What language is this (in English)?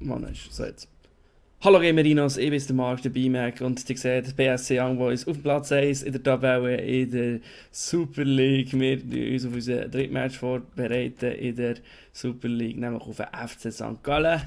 Swiss German